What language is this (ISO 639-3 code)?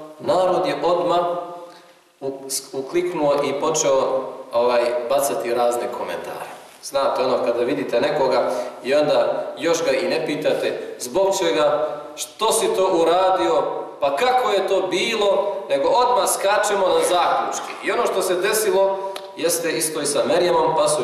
bos